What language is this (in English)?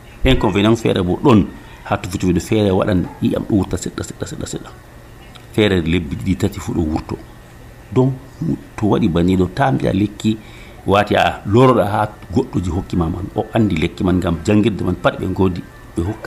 Nigerian Fulfulde